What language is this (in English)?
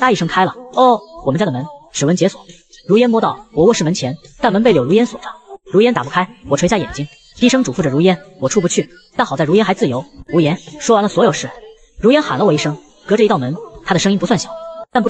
Chinese